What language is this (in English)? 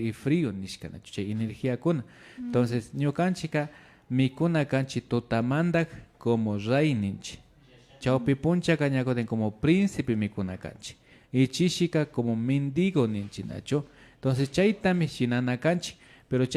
Imbabura Highland Quichua